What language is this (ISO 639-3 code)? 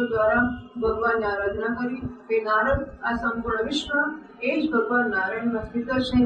guj